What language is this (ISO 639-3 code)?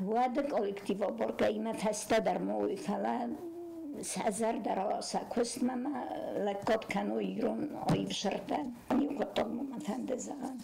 oss